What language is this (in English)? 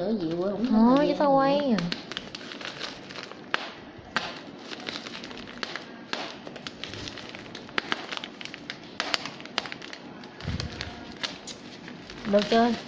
Vietnamese